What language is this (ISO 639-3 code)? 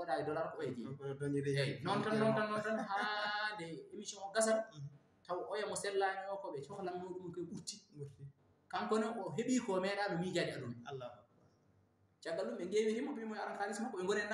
ful